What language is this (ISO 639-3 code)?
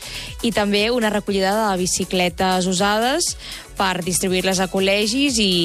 cat